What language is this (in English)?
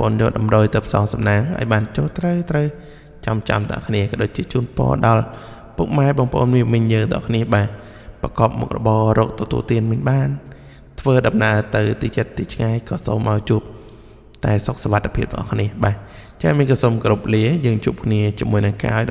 Khmer